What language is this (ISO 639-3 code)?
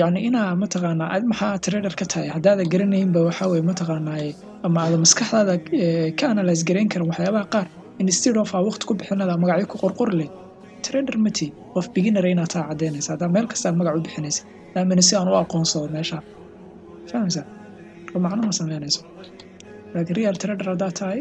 som